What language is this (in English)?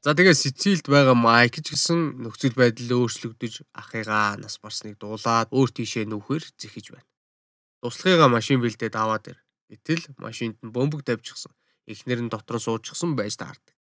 Mongolian